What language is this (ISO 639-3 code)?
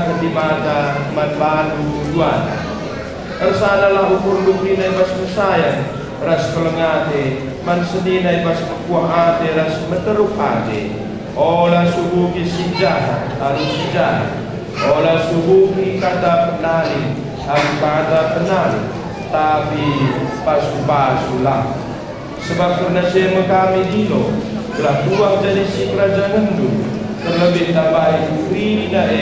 btx